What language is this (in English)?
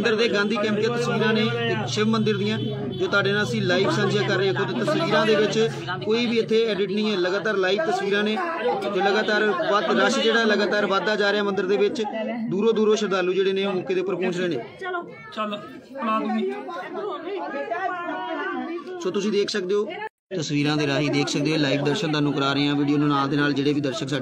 Punjabi